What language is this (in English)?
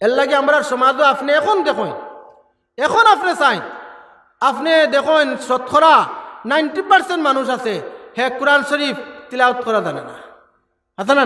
Sylheti